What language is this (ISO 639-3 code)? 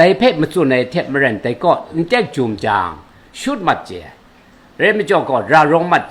kac